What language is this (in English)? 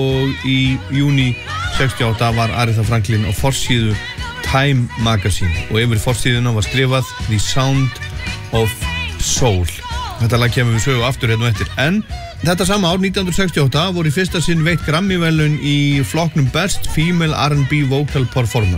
Icelandic